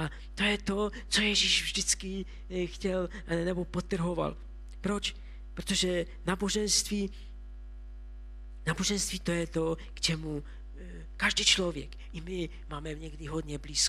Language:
Czech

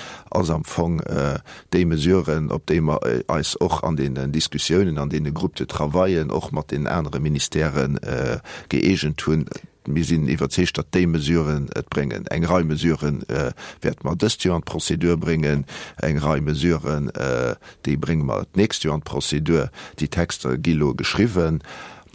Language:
Luxembourgish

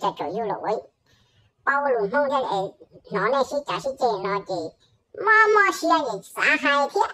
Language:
Hmong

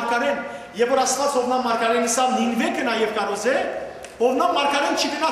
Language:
Western Armenian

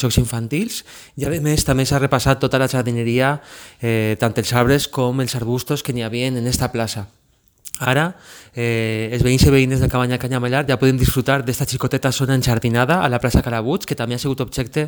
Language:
Catalan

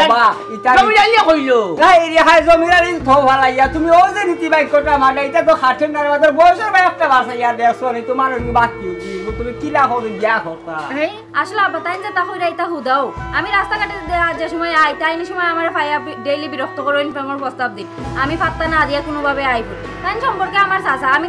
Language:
Sylheti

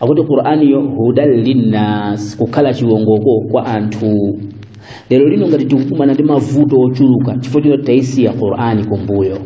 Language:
Nyanja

